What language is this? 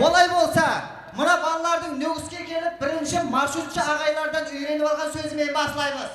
Kara-Kalpak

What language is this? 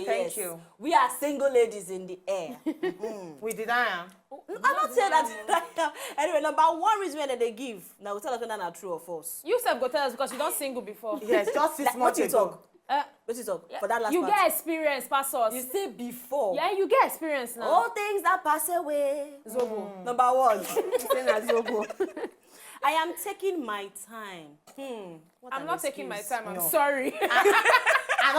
Nigerian Pidgin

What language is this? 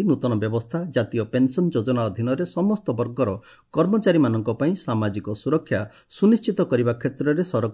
Odia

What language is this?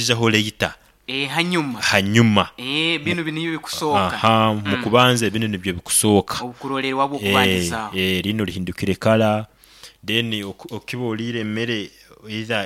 Nyoro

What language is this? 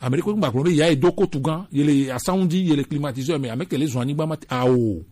Gen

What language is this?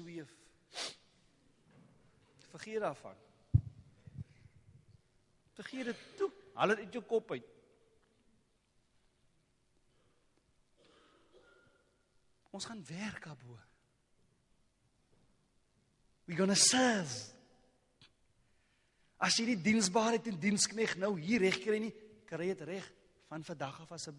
Afrikaans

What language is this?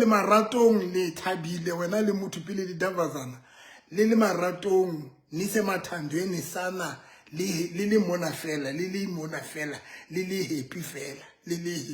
Southern Sotho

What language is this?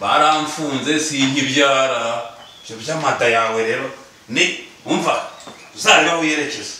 Kinyarwanda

